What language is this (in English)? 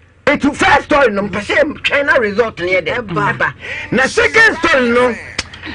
Akan